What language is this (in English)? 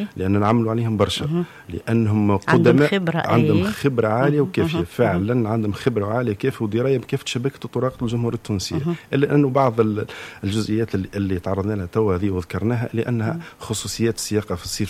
Tunisian Arabic